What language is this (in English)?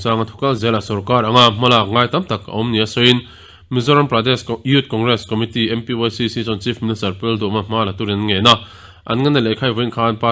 Mizo